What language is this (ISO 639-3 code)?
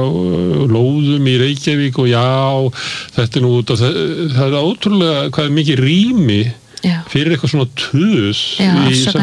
isl